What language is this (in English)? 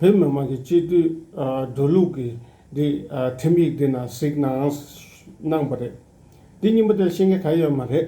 Tibetan